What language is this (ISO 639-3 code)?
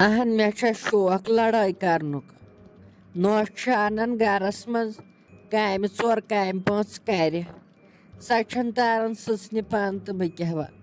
kas